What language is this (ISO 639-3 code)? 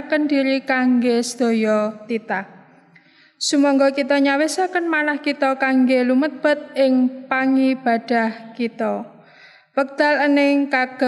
jav